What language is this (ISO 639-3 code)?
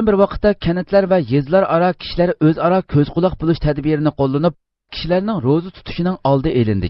uig